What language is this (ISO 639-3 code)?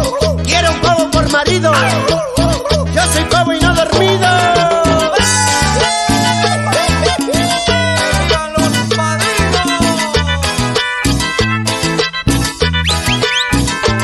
spa